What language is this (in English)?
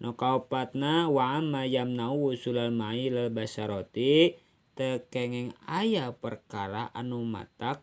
Sundanese